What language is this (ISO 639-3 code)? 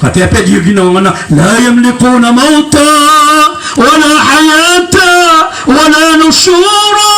mrw